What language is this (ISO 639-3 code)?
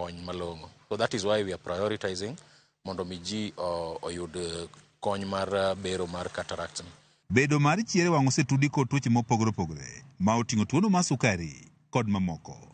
luo